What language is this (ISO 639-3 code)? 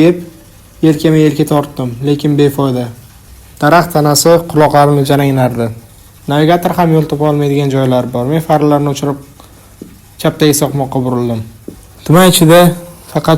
uzb